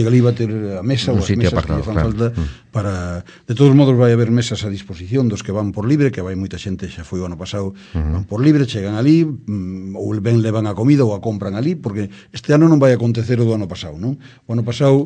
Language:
Galician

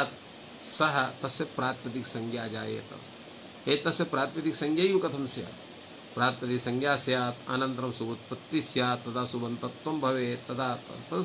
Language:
Sanskrit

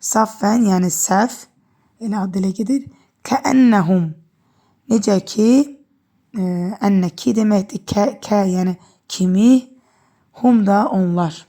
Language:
Azerbaijani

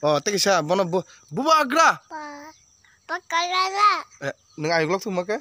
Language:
Kok Borok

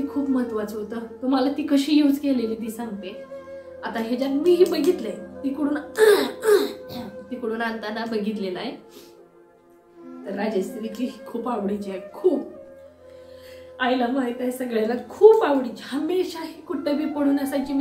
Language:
Marathi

